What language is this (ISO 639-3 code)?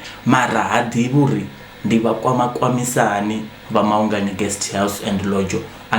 ven